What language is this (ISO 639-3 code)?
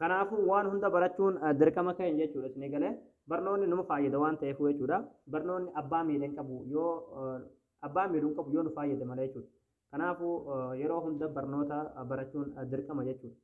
orm